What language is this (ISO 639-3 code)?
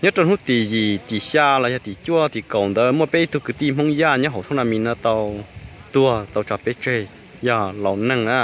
hmn